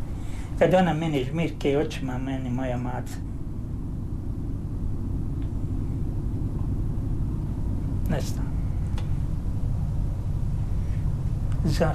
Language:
Croatian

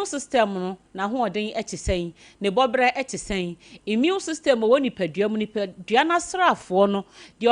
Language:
Akan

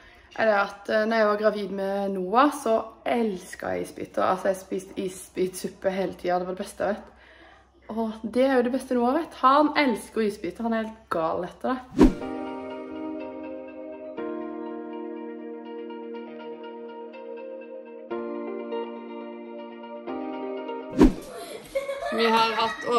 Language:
Norwegian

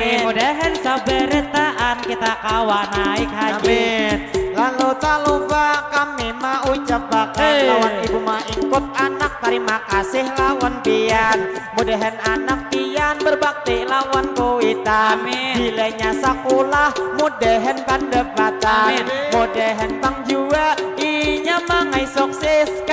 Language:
Banjar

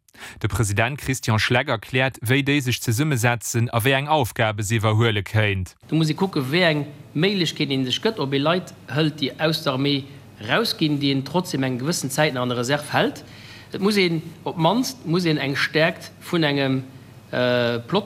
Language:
Luxembourgish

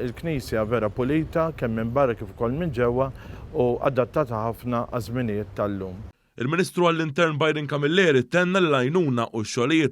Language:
Maltese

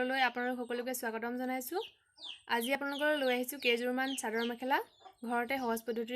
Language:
Assamese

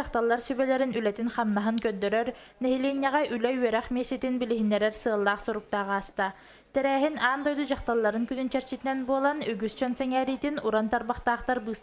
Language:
Yakut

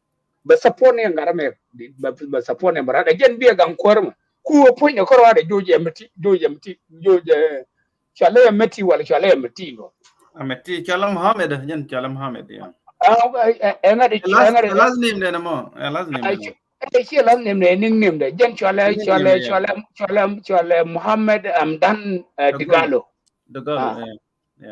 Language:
Nuer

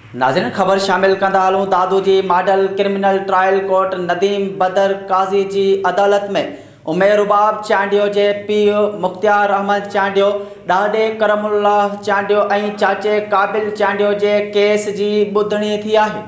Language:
Sindhi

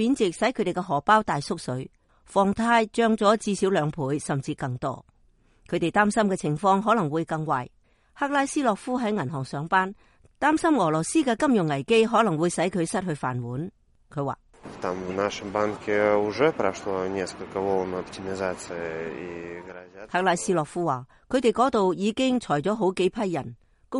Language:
Cantonese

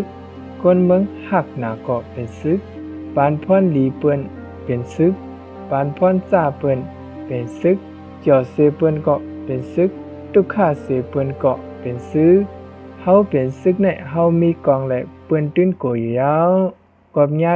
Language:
Shan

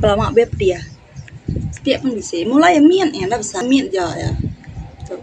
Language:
Iban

